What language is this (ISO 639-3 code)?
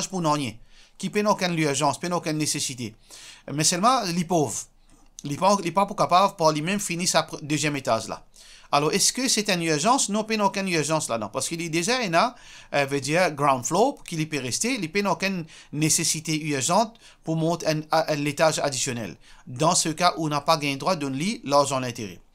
mfe